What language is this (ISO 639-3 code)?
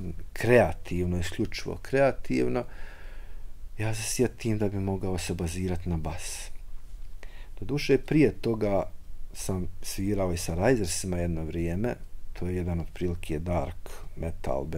bos